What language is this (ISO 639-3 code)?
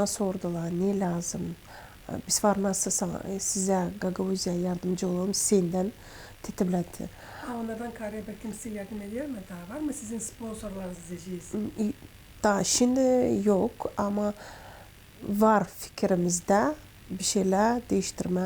gag